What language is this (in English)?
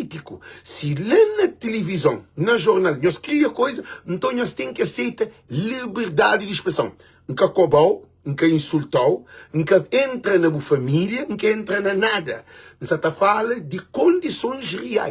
Kabuverdianu